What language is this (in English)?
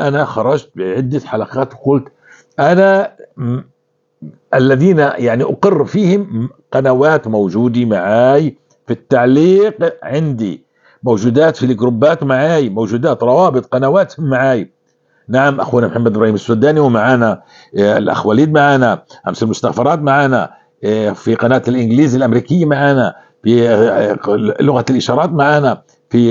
North Levantine Arabic